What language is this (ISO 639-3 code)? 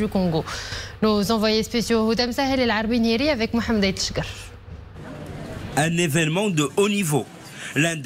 fra